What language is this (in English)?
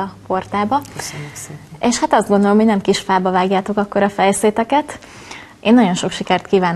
Hungarian